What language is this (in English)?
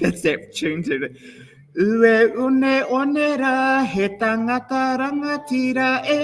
Māori